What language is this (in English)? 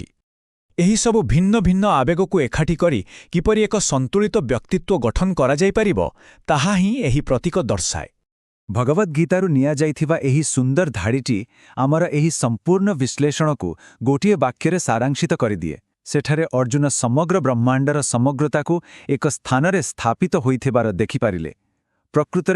Odia